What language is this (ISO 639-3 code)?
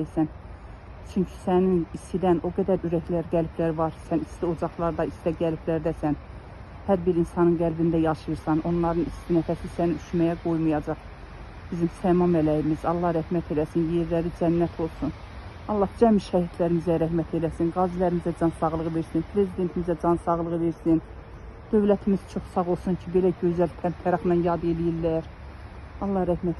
aze